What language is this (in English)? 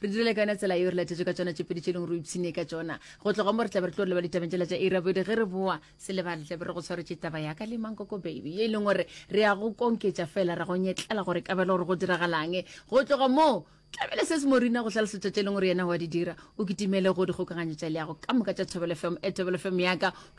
Northern Sotho